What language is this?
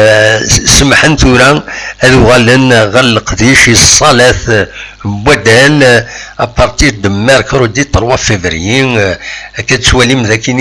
Kabyle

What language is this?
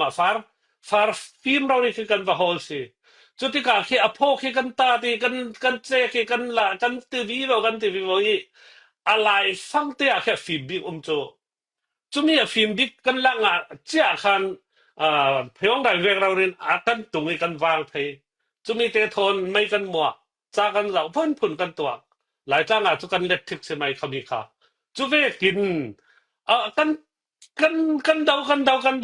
Falam Chin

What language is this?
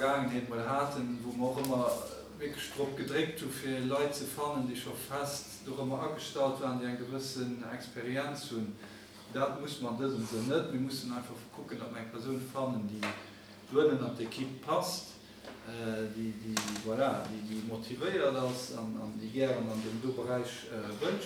Luxembourgish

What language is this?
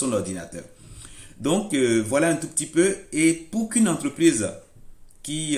French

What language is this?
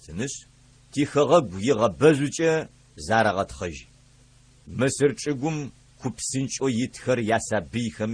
Adyghe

